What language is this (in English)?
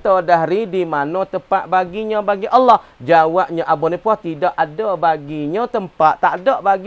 Malay